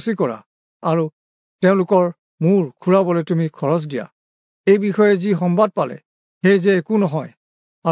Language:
Assamese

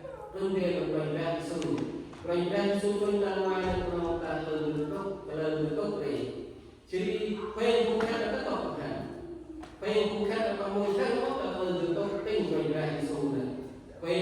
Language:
Central Mnong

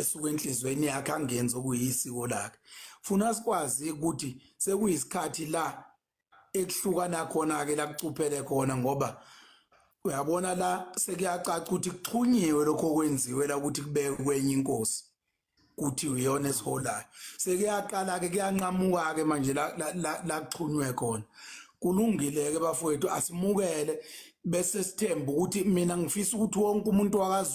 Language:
Zulu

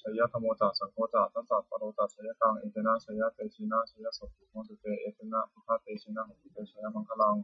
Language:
Pali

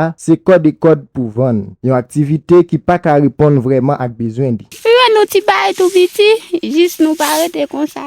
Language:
Haitian Creole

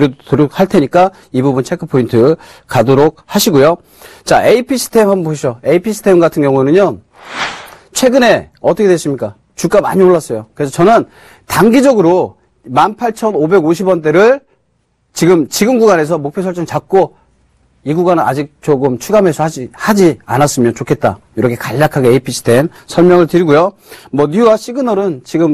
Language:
Korean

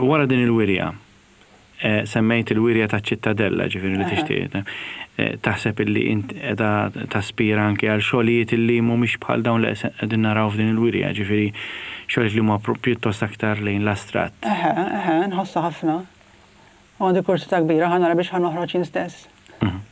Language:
Maltese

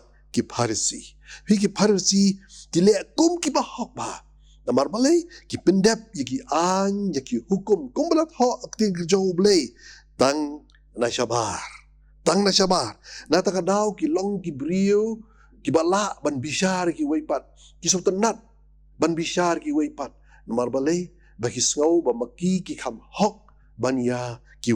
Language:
Khasi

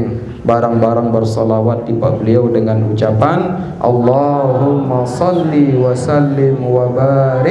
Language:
Sasak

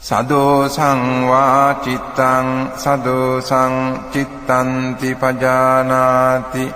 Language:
Pali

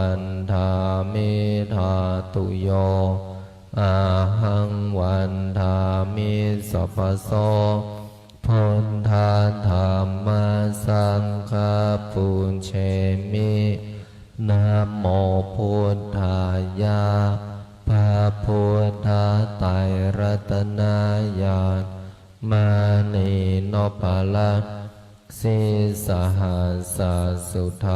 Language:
Pali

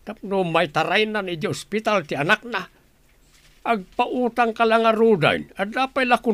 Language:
Iloko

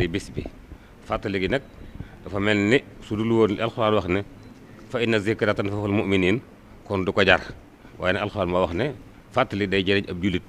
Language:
Wolof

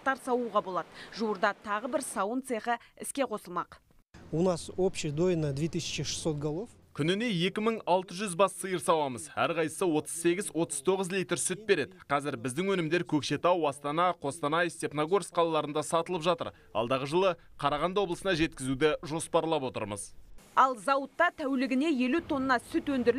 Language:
Kazakh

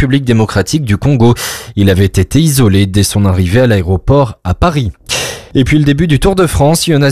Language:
French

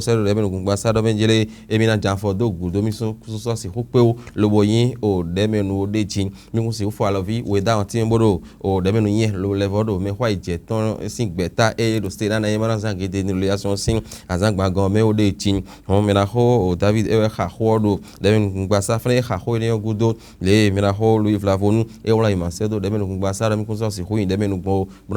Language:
Fon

